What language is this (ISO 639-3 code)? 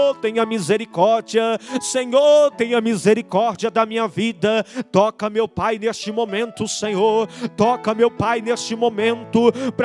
por